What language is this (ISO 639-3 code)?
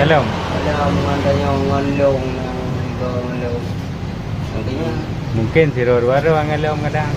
ace